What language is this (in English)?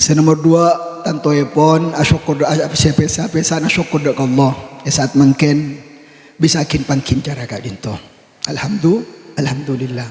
Madurese